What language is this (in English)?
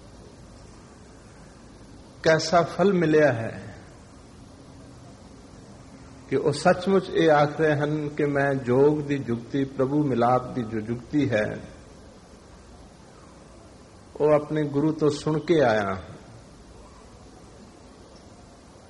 Punjabi